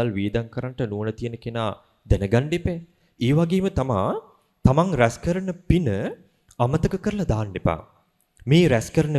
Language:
Sinhala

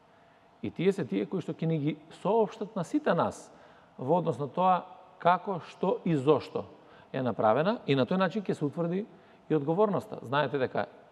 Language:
Macedonian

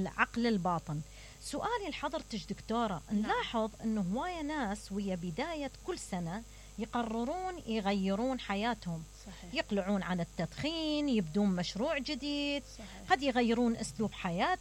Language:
Mesopotamian Arabic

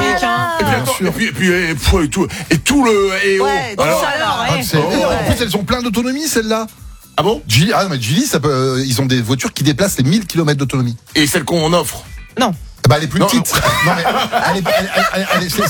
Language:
French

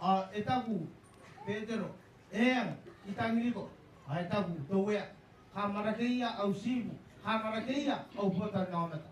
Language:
Gilbertese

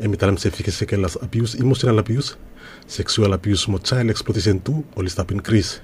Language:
Bislama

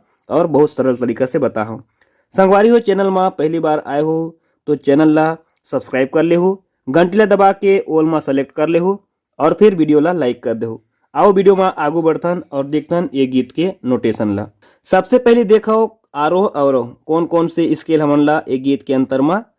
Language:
Chhattisgarhi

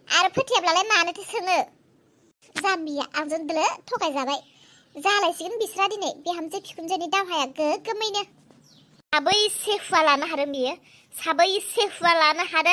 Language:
Bodo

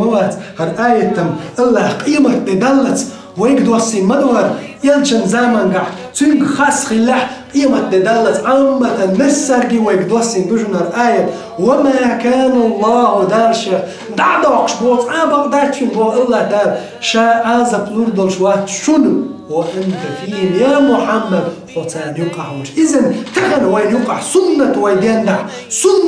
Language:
Chechen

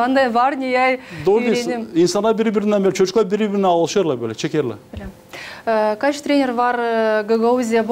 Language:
Gagauz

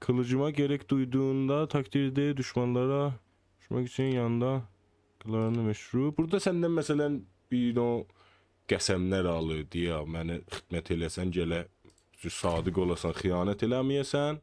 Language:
South Azerbaijani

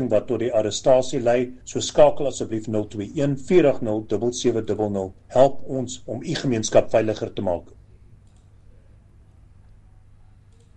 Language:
Afrikaans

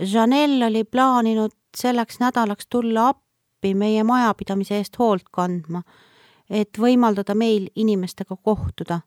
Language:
Estonian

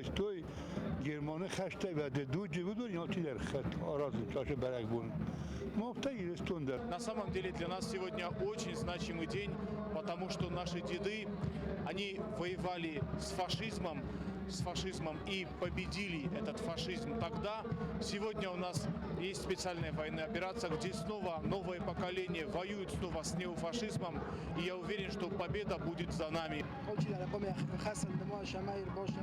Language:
Ossetic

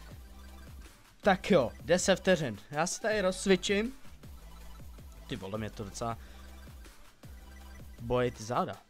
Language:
Czech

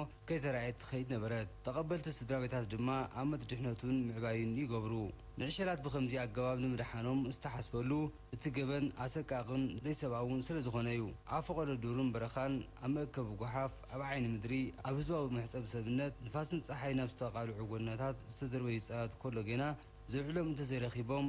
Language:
Tigrinya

